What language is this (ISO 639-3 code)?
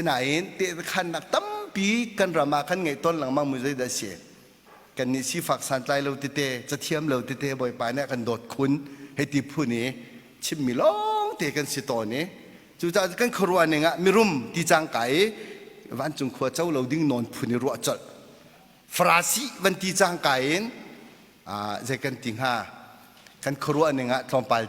cnh